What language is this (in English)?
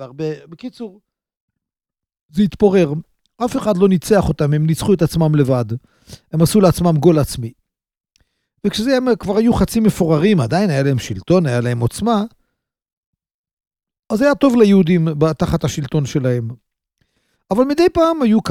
Hebrew